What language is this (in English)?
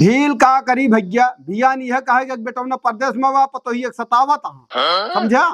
Awadhi